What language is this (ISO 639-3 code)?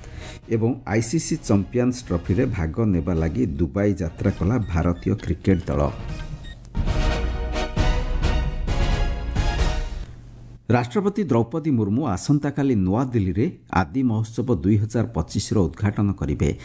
ori